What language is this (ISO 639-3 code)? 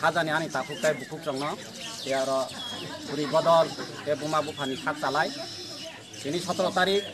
trp